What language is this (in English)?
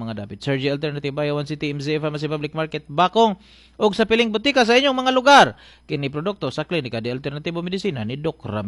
Cebuano